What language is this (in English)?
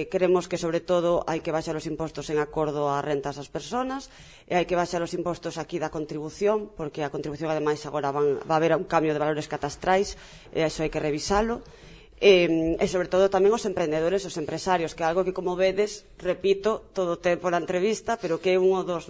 Galician